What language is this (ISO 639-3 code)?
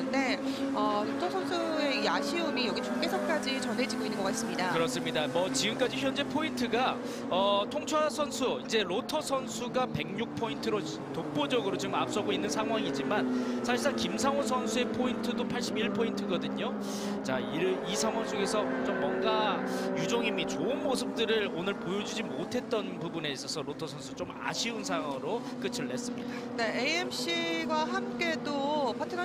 kor